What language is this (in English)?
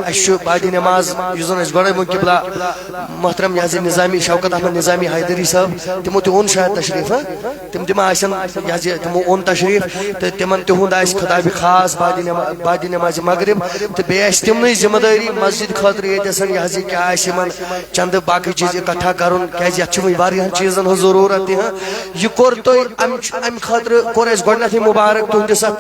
Kashmiri